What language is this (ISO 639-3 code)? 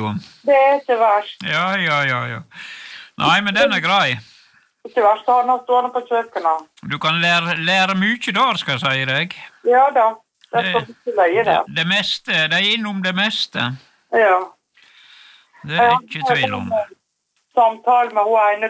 nor